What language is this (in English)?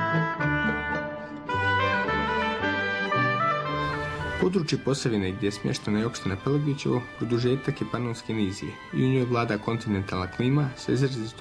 Bosnian